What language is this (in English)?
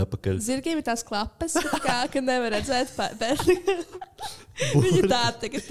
Latvian